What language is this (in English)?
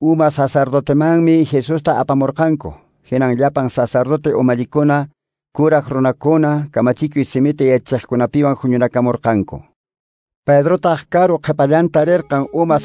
Quechua